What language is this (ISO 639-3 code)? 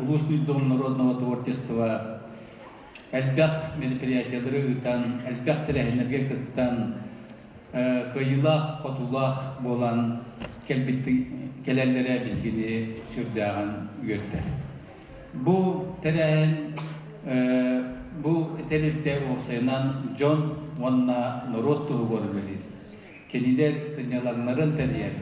sah